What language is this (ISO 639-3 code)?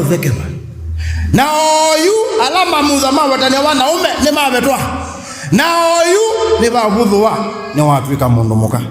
kam